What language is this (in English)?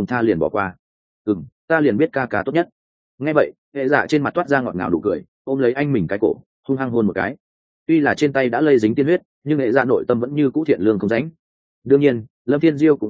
Vietnamese